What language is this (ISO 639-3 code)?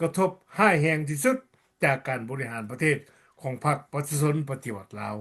lao